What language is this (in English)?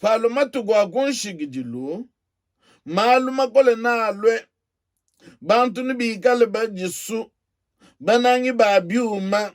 Luba-Lulua